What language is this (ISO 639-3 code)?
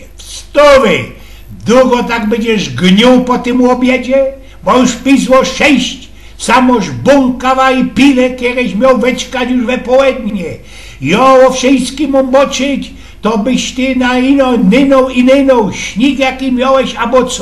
szl